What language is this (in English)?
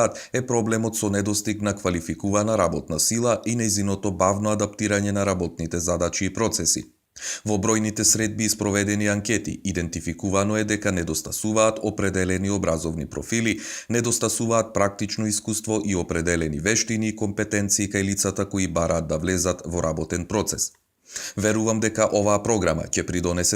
Macedonian